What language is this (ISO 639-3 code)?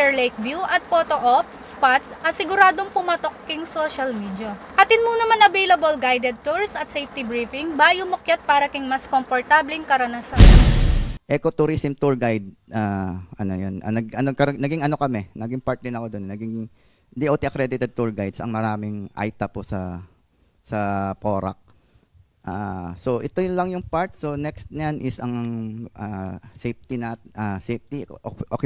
pam